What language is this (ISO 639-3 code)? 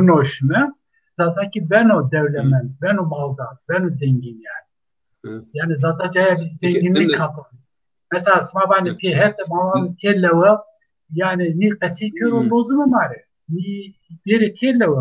zza